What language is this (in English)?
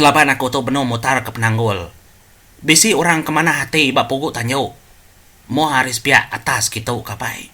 Iban